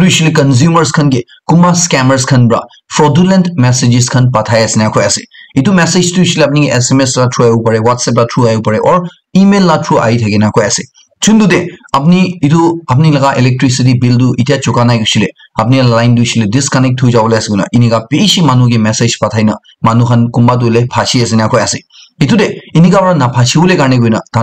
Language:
Naga Pidgin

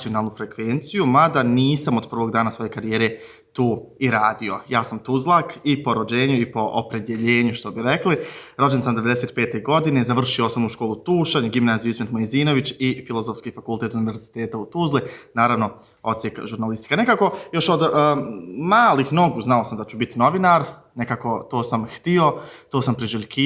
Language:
Bosnian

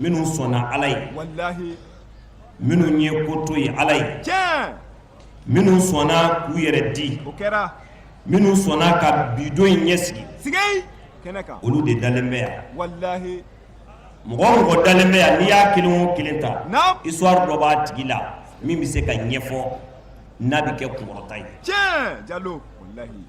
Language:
Bambara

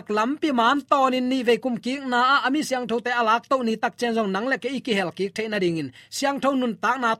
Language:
Tedim Chin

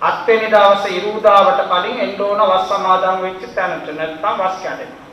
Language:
Sinhala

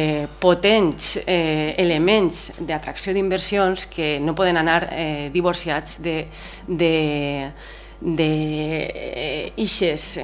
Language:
Catalan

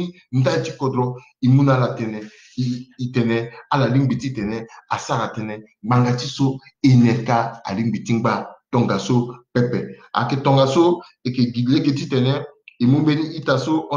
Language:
Sango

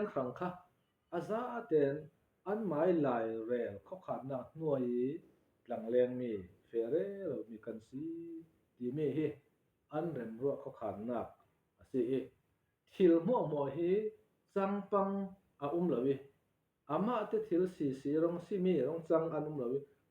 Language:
Falam Chin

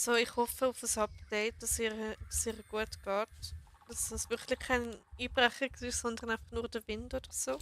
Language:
Swiss German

